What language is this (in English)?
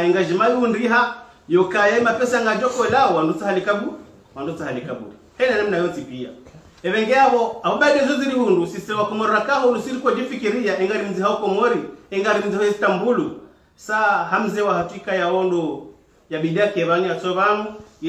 Ngazidja Comorian